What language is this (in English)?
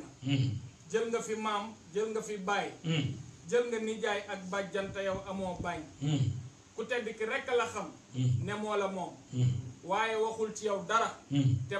Wolof